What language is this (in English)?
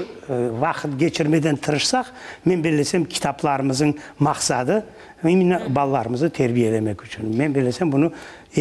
Crimean Tatar